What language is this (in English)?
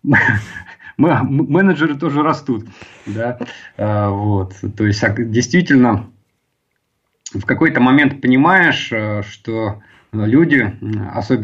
Russian